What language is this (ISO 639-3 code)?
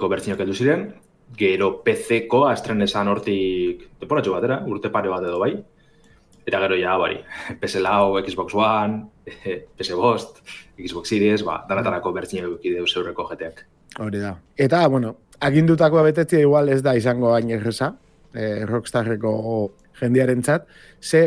eus